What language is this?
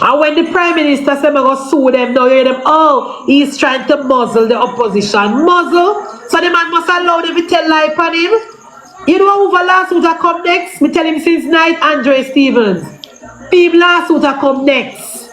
Jamaican Creole English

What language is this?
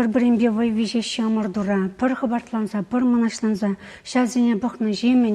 Chuvash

